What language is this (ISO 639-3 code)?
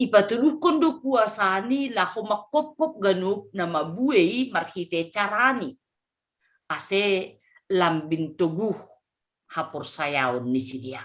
bts